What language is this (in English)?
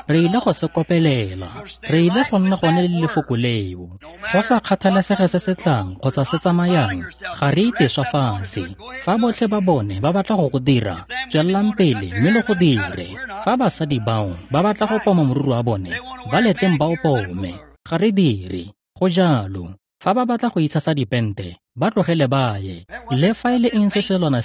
Tswana